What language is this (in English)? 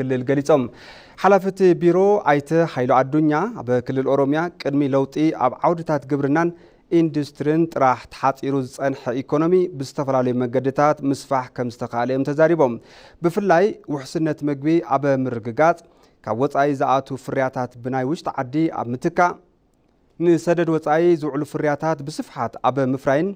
Tigrinya